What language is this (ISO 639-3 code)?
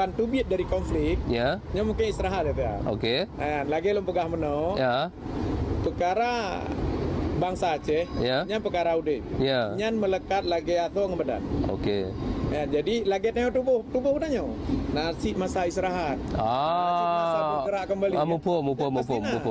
ace